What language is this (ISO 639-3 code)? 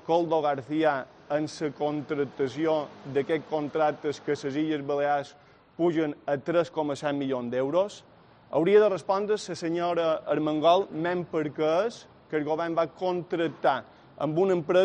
cat